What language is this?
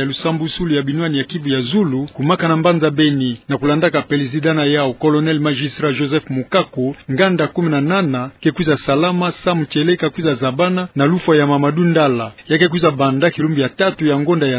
Kituba (Democratic Republic of Congo)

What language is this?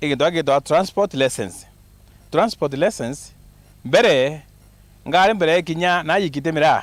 Meru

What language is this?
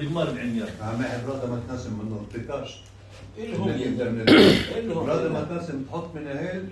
North Levantine Arabic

